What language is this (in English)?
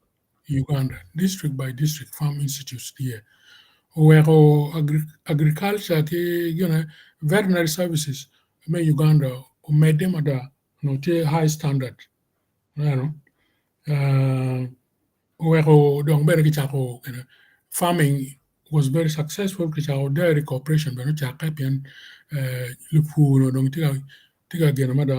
Acoli